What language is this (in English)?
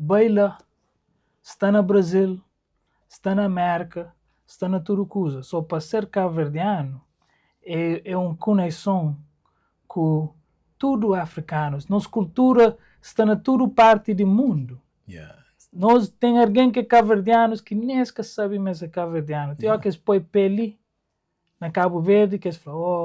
Kabuverdianu